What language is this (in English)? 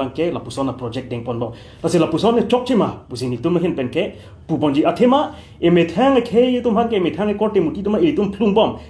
Karbi